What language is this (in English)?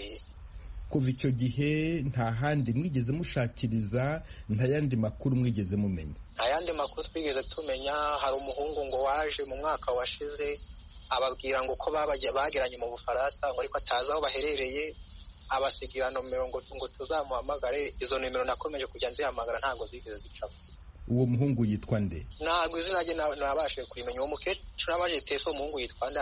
Kinyarwanda